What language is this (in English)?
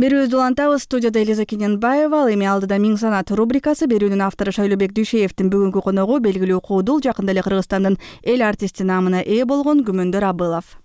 Kyrgyz